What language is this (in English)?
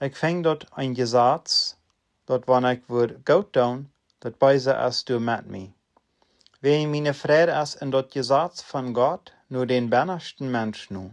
Plautdietsch